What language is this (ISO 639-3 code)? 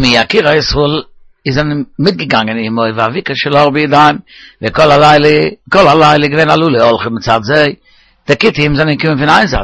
yid